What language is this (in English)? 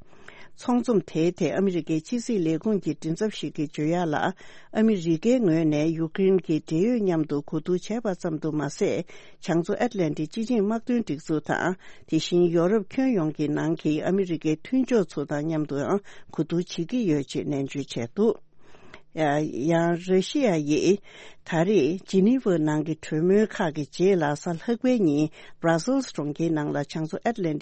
Tibetan